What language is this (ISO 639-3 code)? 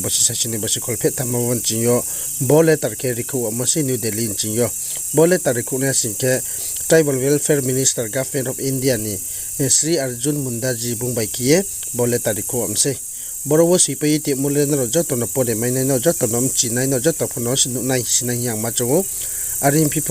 ria